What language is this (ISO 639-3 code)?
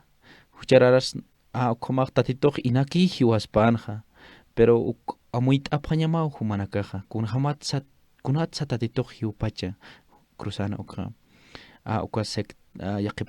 aym